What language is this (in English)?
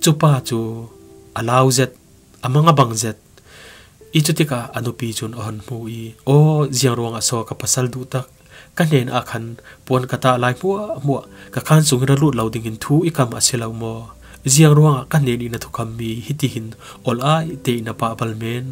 Falam Chin